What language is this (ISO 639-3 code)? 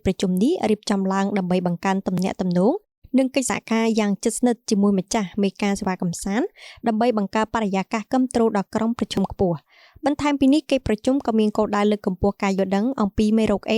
khm